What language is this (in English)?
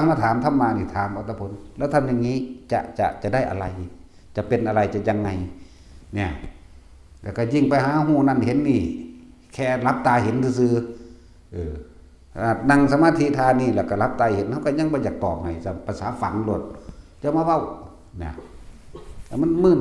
Northeastern Thai